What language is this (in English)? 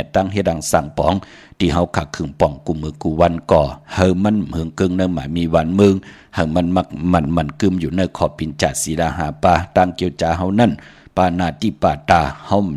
Shan